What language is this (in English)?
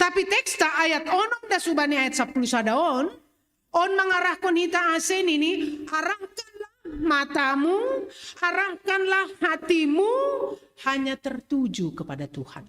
Batak Simalungun